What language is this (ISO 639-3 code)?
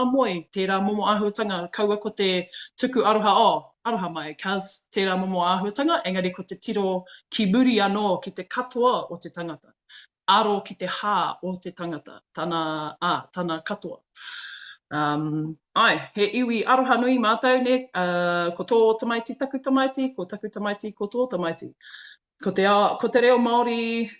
mri